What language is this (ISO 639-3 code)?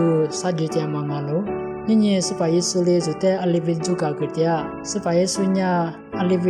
lis